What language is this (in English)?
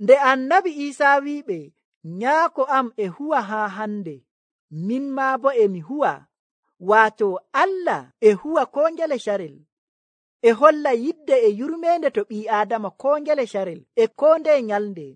Nigerian Fulfulde